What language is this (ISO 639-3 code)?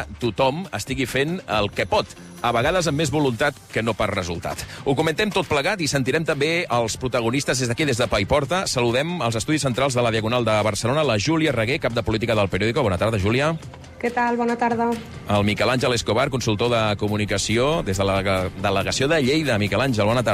cat